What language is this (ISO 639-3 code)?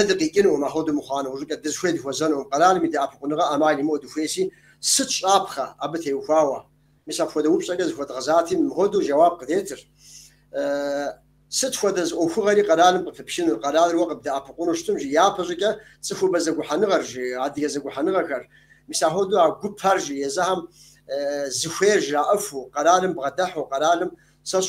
kbd